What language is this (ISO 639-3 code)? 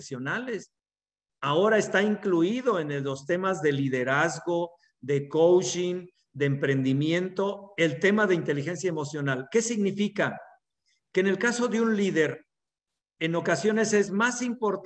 spa